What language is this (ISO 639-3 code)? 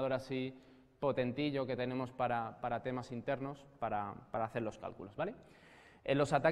spa